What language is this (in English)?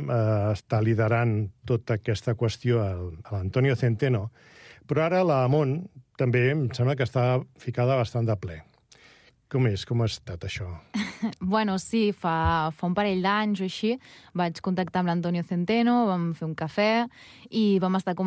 Catalan